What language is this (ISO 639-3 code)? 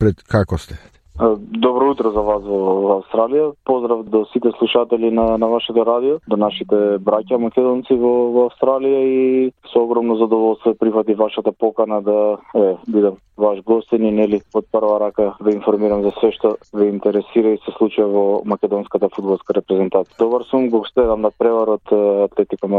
mkd